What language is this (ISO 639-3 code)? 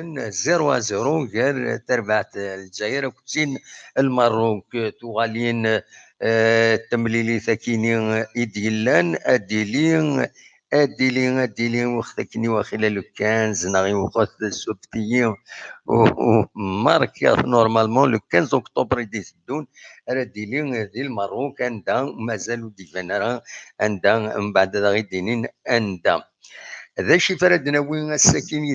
kab